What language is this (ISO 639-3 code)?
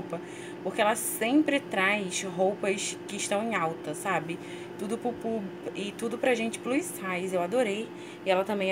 por